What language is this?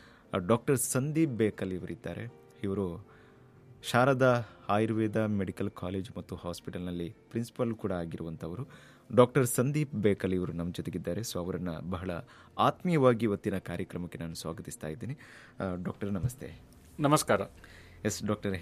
Kannada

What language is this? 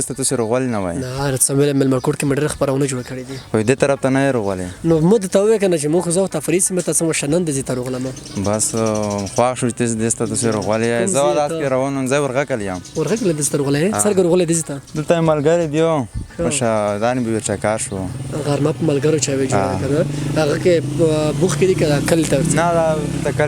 Pashto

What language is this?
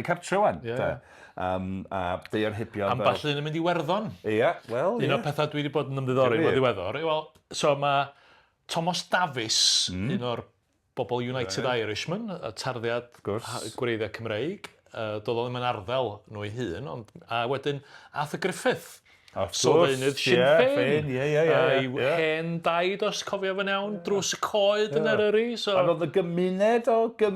Welsh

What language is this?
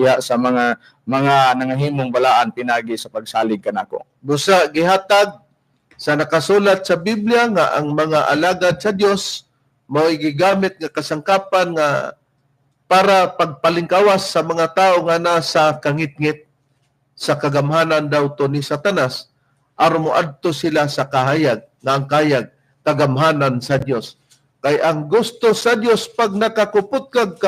Cebuano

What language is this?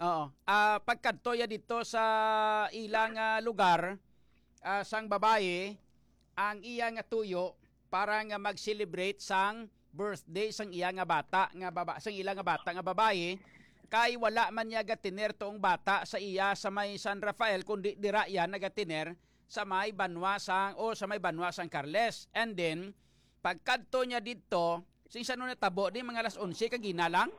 Hiligaynon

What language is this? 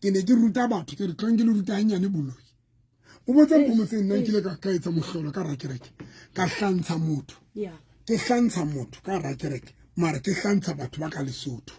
Southern Sotho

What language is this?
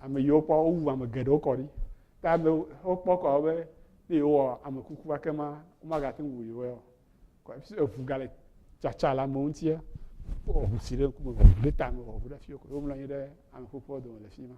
Ewe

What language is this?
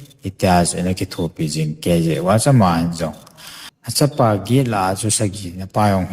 Thado Chin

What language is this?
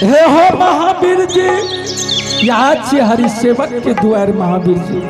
Angika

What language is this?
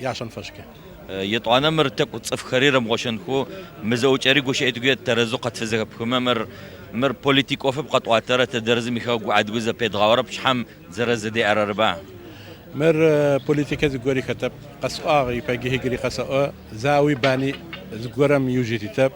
Adyghe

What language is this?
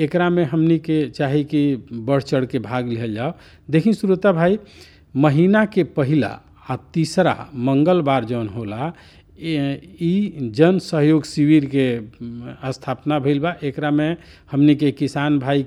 Bhojpuri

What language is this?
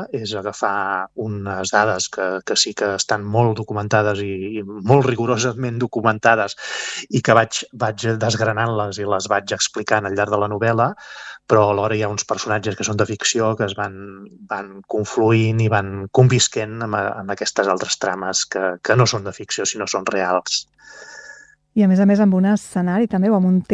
Catalan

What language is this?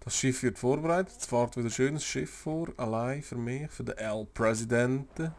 Swiss German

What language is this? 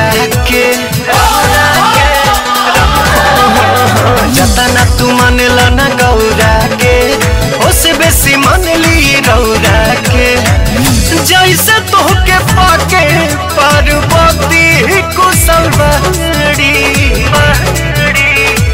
Bhojpuri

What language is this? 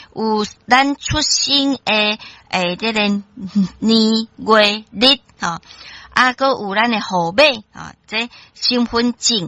Min Nan Chinese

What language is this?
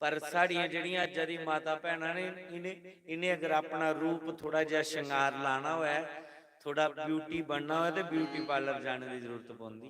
Dogri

